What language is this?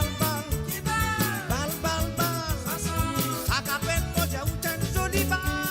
Morisyen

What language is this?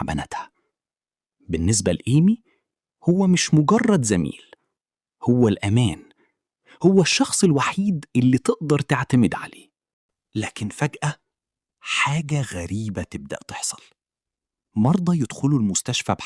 Egyptian Arabic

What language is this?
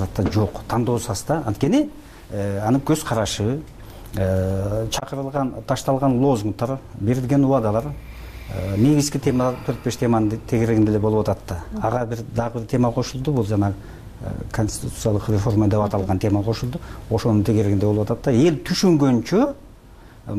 Kyrgyz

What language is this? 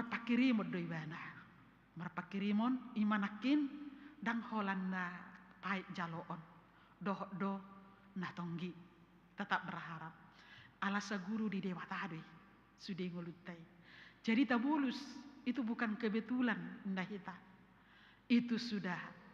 Batak Toba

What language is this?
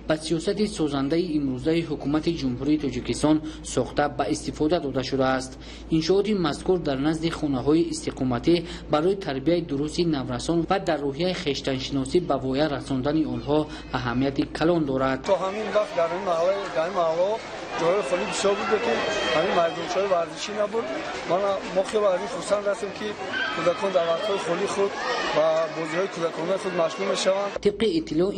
Tajik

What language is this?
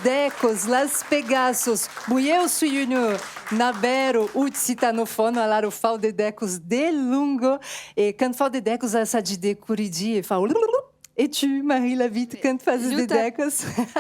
Occitan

